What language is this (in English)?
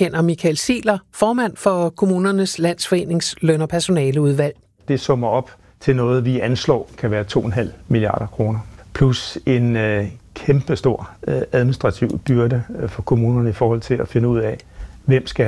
Danish